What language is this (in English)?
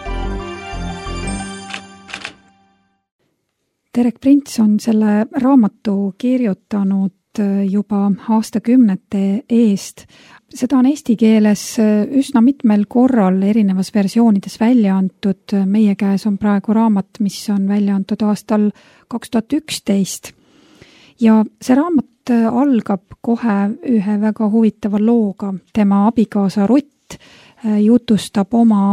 Estonian